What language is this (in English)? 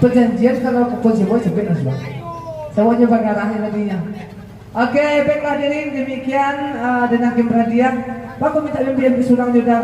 Minangkabau